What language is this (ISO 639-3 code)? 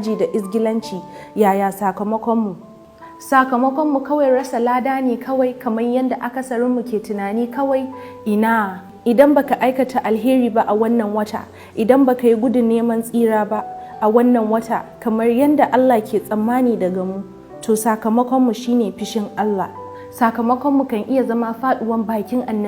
hau